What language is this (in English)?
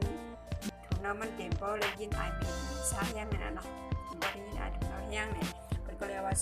Shan